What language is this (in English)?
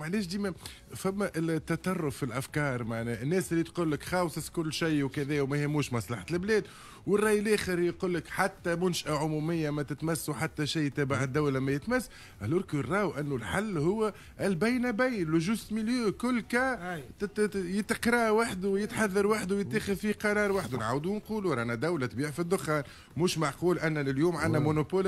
Tunisian Arabic